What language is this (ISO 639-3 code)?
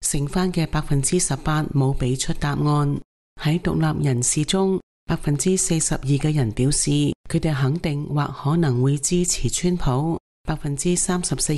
yue